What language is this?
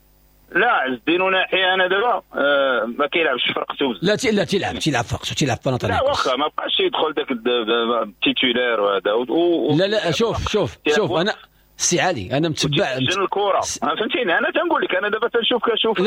Moroccan Arabic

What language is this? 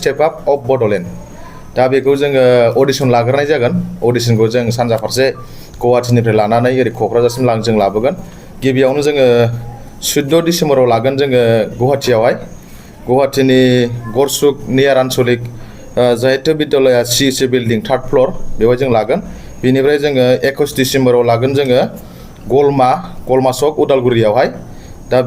Bodo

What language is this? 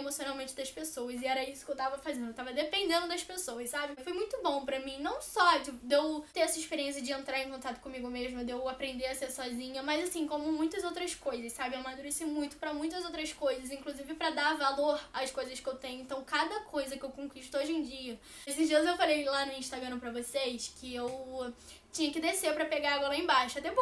Portuguese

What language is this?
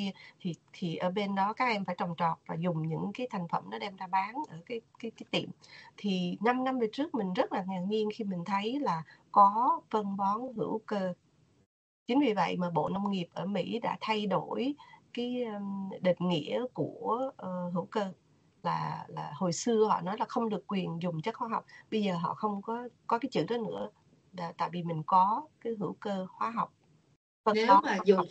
Vietnamese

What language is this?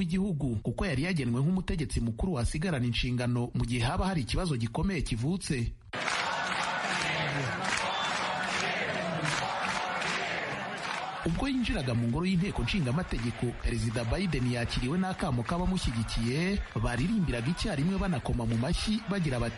Kinyarwanda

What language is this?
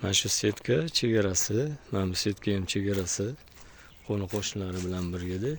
Uzbek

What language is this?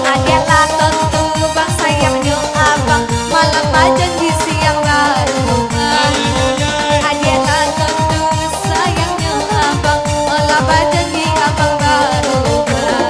Minangkabau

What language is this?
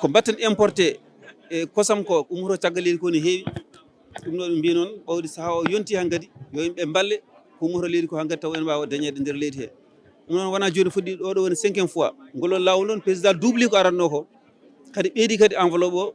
Fula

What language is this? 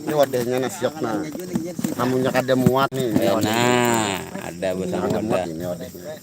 Banjar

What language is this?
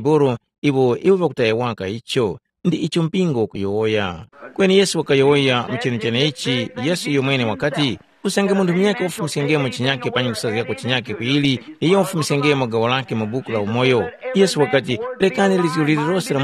Tumbuka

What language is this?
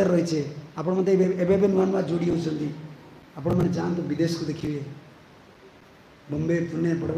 Odia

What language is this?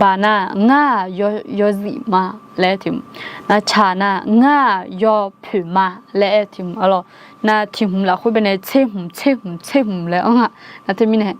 Akha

